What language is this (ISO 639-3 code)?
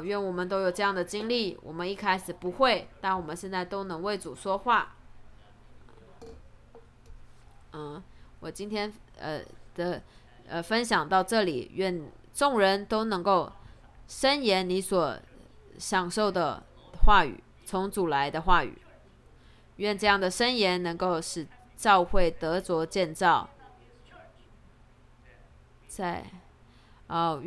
zho